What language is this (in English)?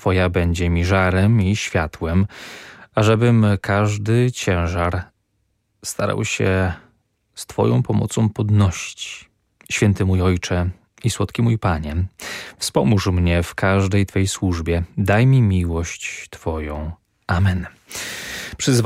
Polish